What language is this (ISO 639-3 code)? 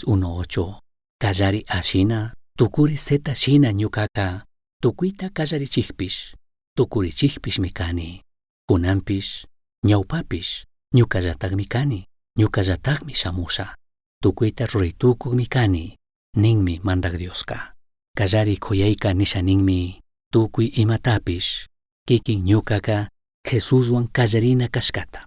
qug